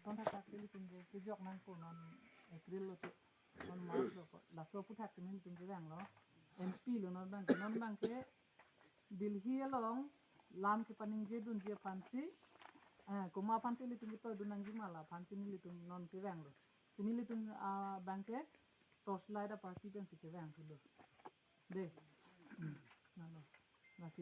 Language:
Karbi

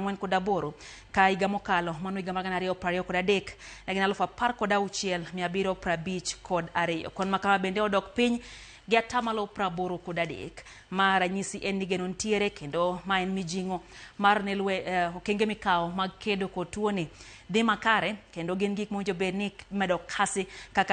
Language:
Luo (Kenya and Tanzania)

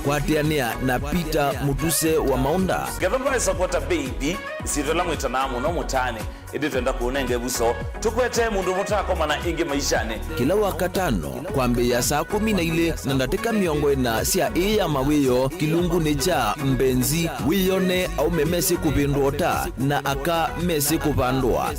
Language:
Kamba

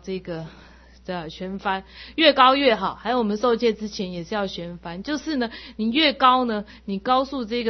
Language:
Chinese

